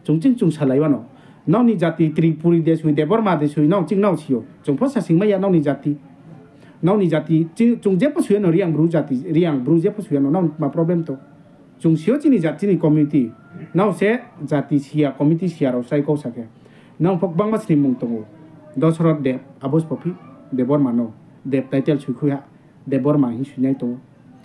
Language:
Riang (India)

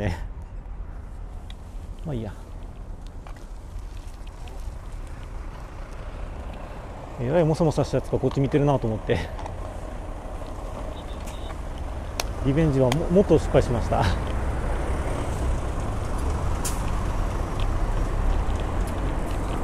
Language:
Japanese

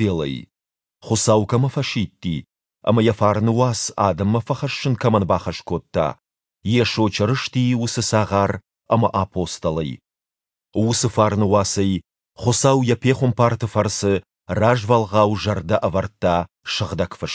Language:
Ossetic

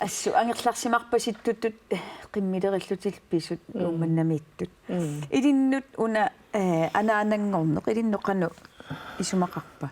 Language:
Kalaallisut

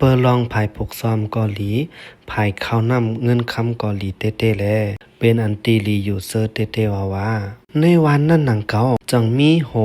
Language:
Shan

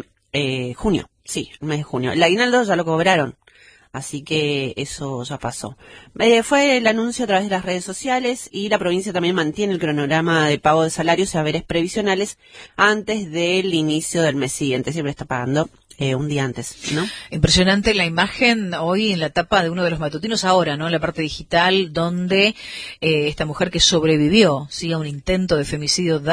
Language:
Spanish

